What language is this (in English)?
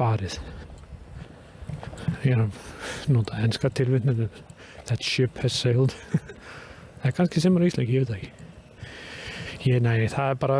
Icelandic